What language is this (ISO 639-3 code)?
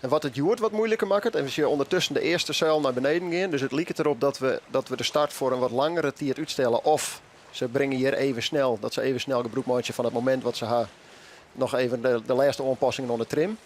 fry